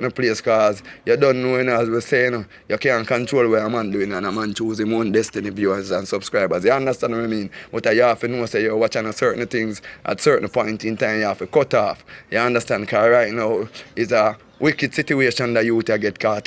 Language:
Jamaican Creole English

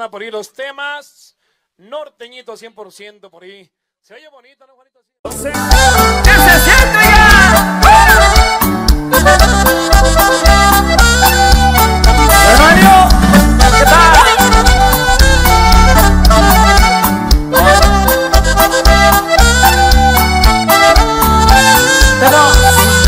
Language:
Spanish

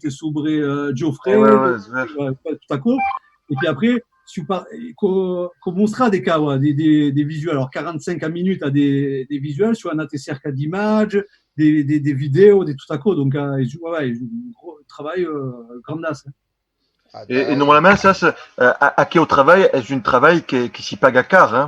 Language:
Occitan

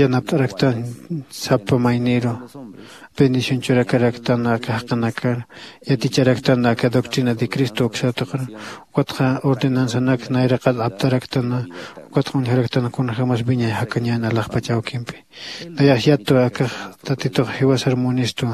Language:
Aymara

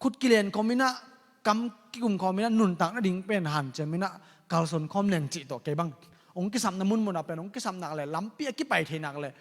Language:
Tedim Chin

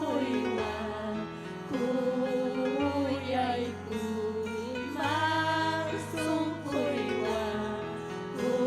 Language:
Ayacucho Quechua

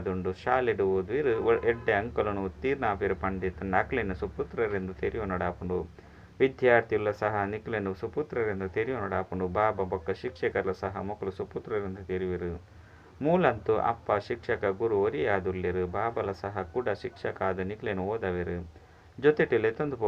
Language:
Tulu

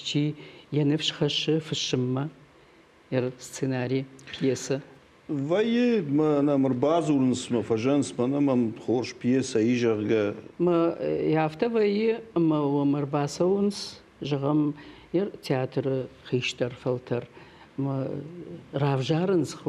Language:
Ossetic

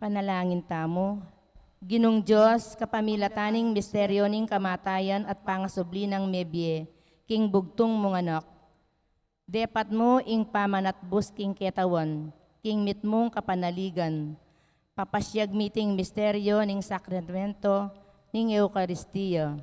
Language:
Pampanga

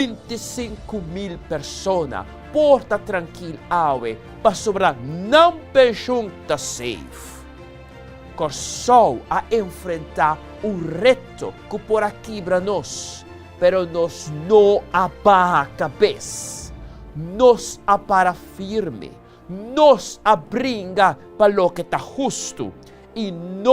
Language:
Papiamento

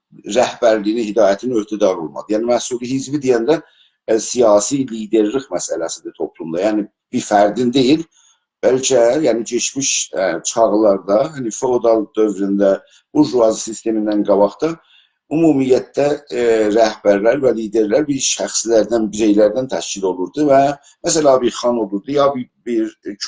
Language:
South Azerbaijani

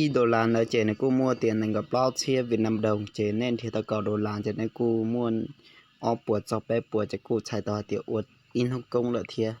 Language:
Hmong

